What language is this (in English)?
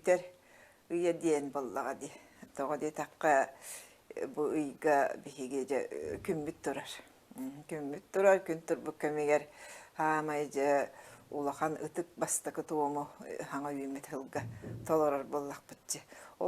Yakut